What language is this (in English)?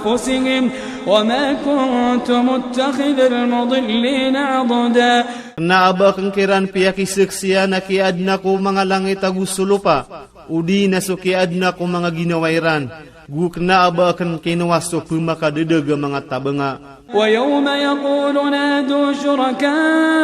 Iranun (Philippines)